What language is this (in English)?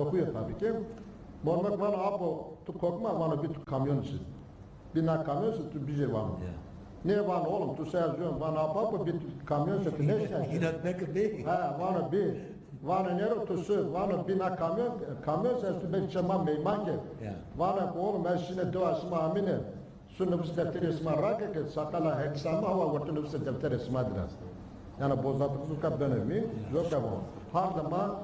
Zaza